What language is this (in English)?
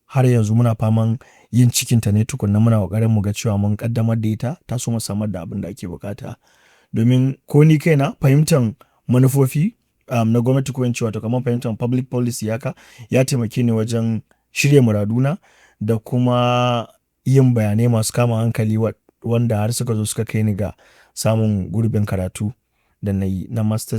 Hausa